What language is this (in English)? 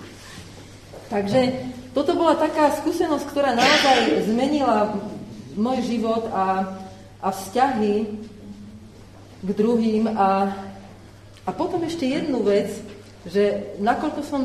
Slovak